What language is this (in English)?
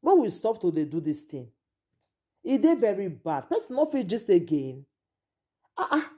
Nigerian Pidgin